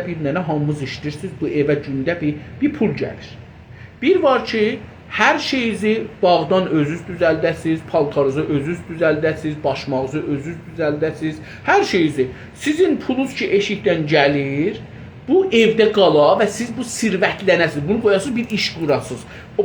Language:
South Azerbaijani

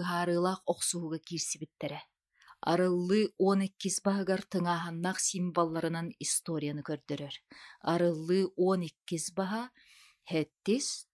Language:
Yakut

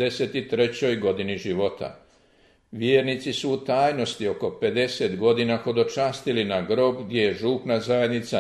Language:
Croatian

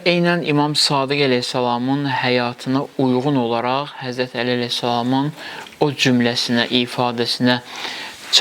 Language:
Azerbaijani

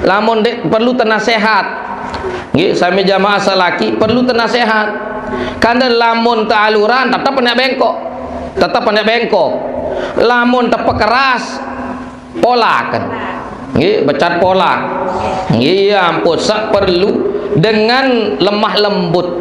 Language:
Sasak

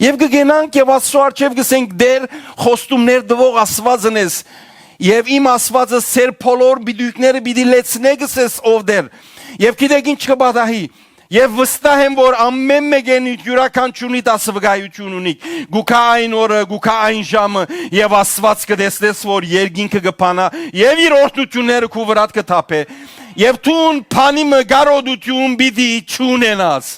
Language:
Western Armenian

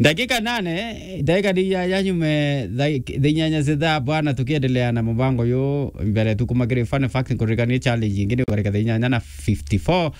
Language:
Meru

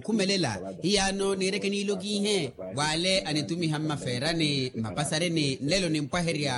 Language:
Makhuwa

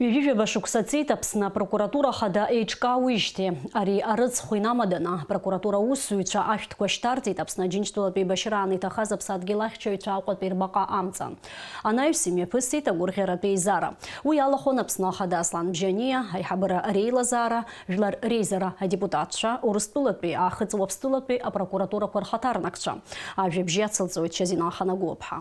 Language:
Abkhazian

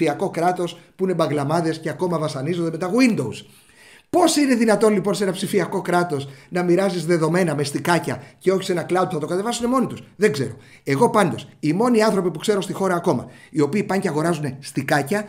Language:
Greek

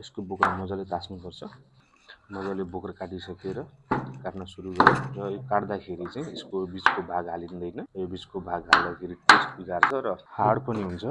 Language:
Nepali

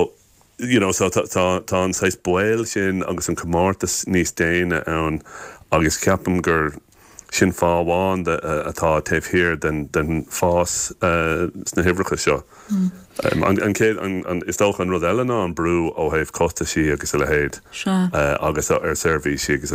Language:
Irish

